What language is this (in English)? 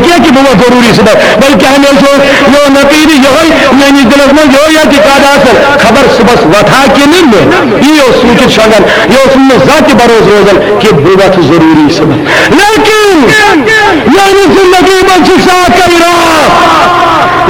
Kashmiri